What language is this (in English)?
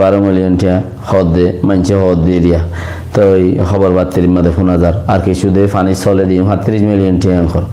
Rohingya